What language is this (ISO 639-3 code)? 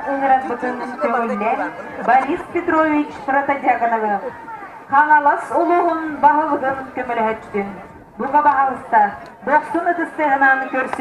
sah